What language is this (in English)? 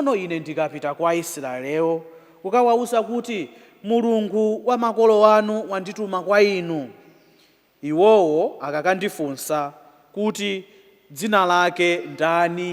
Nyanja